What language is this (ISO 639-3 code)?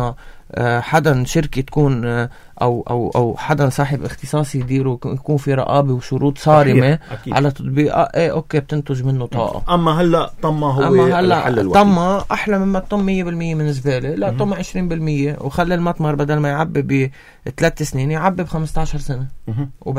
apc